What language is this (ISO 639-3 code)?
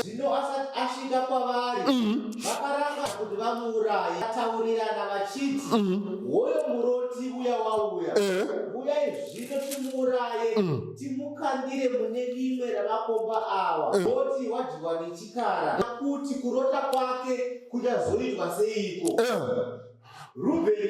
sna